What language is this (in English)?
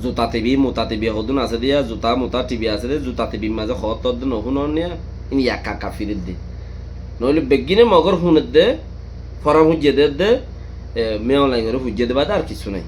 Rohingya